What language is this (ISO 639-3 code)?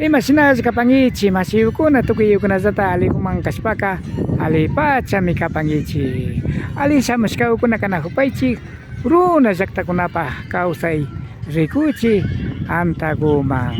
qvi